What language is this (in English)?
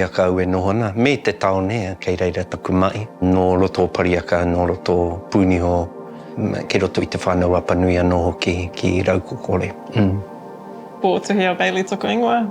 Māori